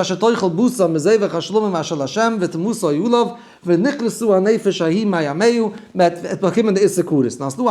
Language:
Yiddish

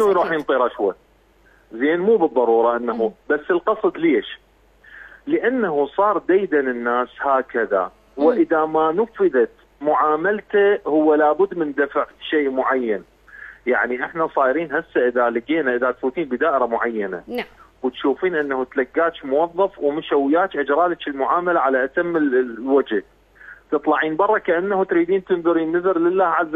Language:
Mesopotamian Arabic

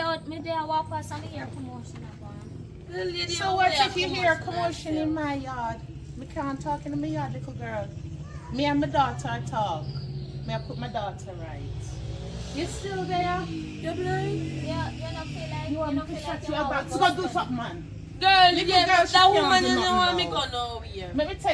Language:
Jamaican Creole English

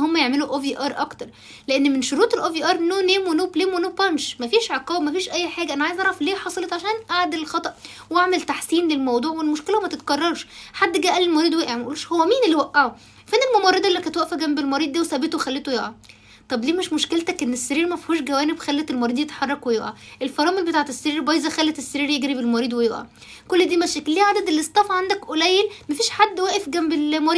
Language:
Egyptian Arabic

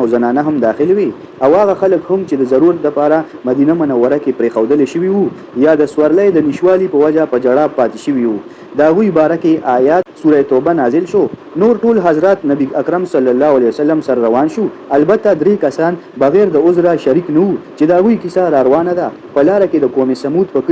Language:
Pashto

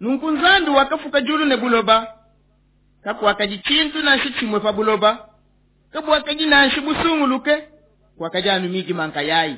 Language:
Luba-Lulua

